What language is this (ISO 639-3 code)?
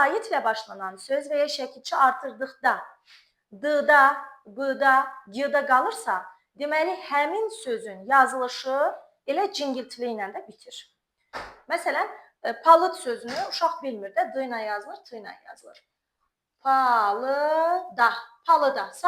aze